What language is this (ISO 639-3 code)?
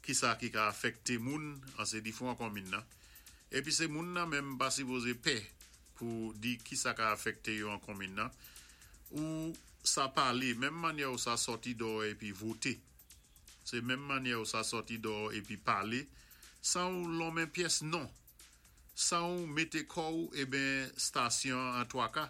acf